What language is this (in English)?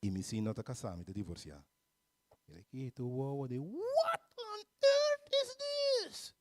Papiamento